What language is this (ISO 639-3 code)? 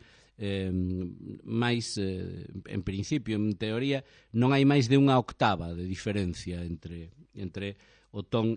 glg